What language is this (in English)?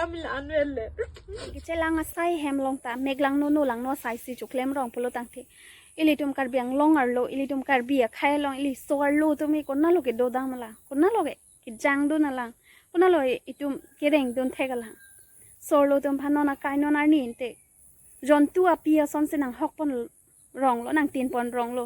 Karbi